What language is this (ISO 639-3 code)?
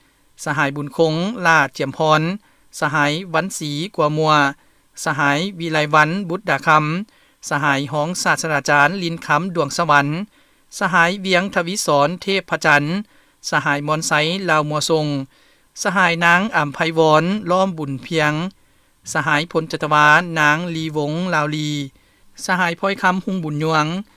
lao